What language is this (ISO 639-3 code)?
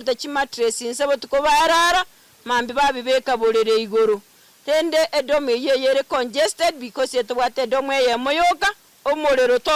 guz